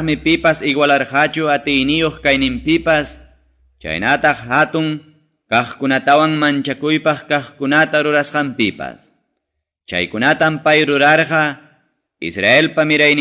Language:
Ayacucho Quechua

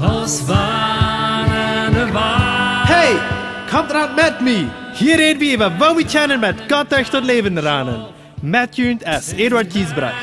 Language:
Plautdietsch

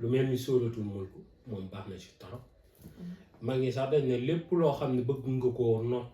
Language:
Wolof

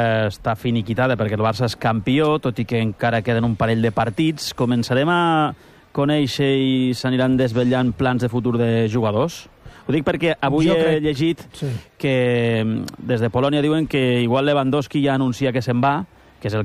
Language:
Catalan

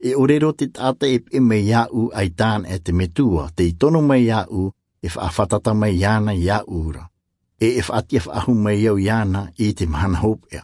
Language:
Tahitian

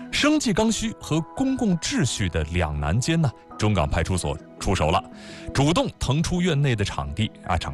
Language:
Chinese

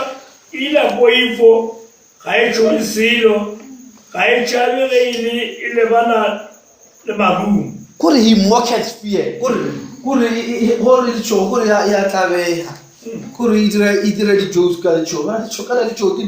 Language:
Northern Sotho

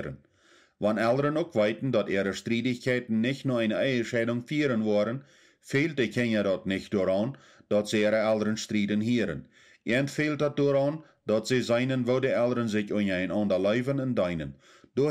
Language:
Plautdietsch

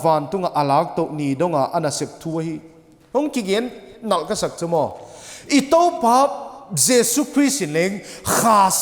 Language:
Paite Chin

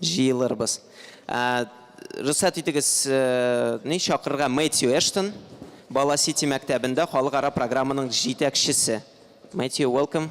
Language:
Tatar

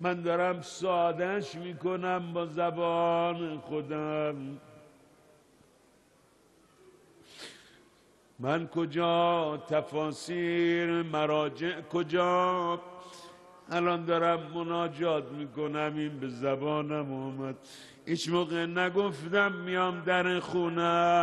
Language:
Persian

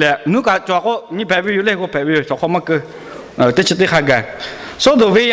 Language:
Lahu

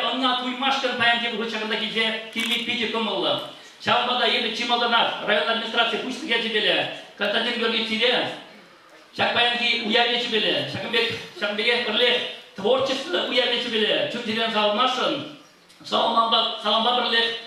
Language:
Chuvash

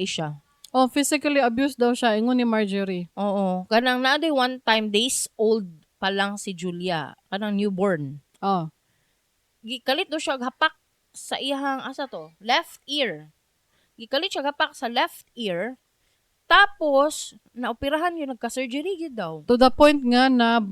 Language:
Cebuano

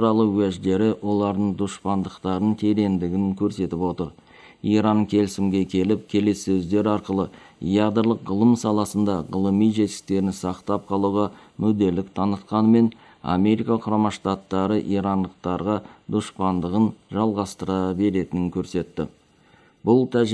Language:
Kazakh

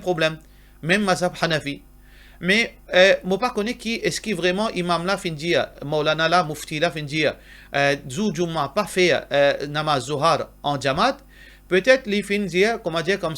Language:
Morisyen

